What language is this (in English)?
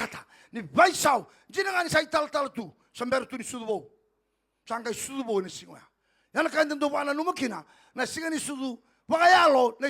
Fijian